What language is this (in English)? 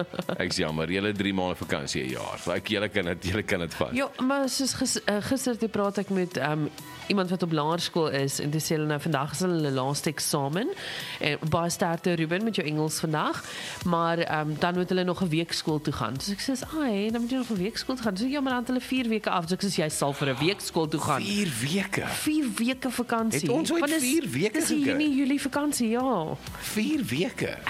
Afrikaans